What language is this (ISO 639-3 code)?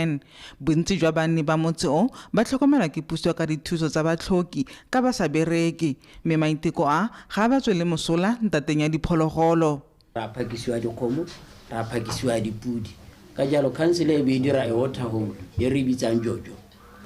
tsn